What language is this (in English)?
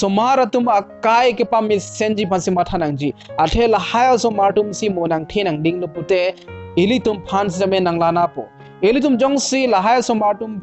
Karbi